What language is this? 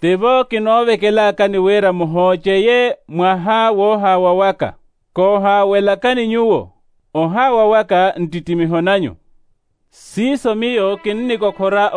Makhuwa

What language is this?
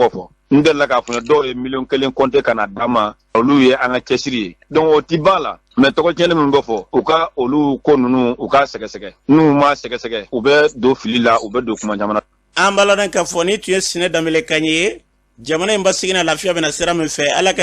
Bambara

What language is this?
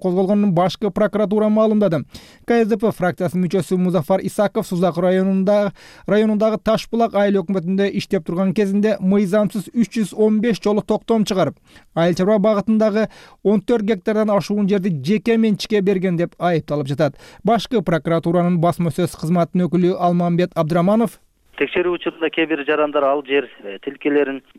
Kyrgyz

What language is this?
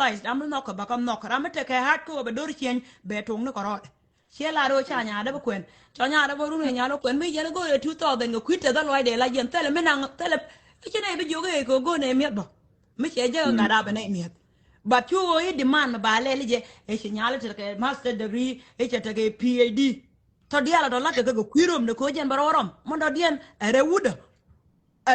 Nuer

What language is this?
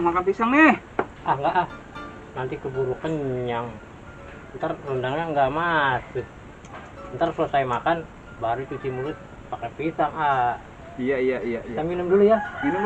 Betawi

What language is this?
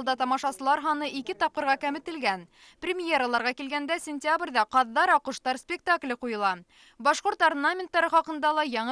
Bashkir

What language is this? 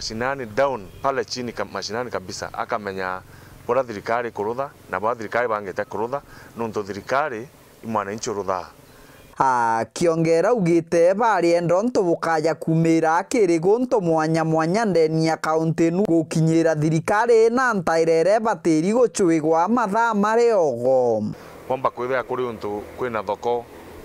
Meru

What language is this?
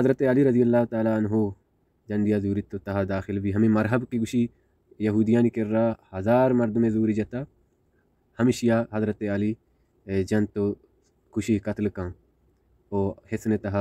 Baluchi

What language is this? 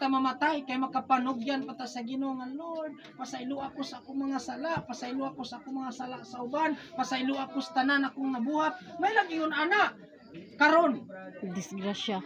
Cebuano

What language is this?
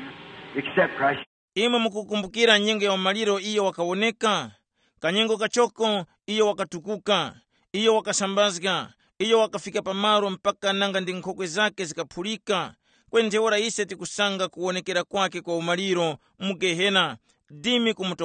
Tumbuka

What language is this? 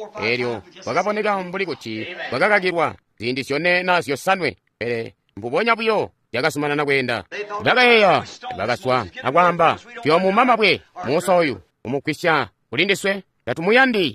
Tonga (Zambia)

